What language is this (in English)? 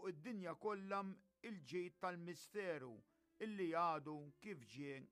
Maltese